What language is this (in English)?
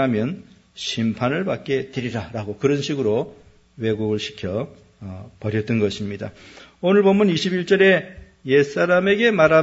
Korean